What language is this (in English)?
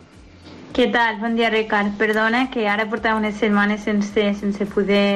Catalan